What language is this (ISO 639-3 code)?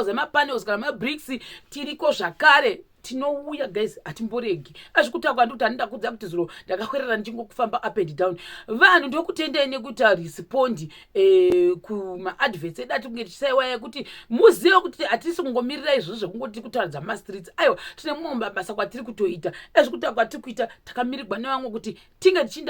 sna